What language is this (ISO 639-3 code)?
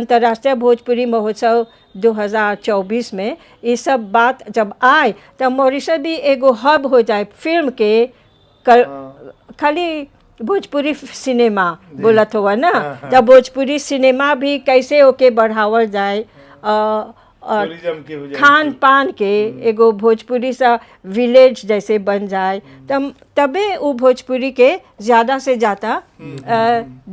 bho